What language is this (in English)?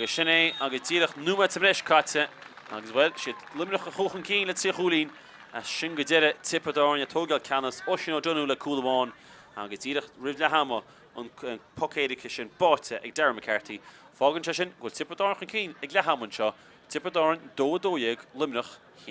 Irish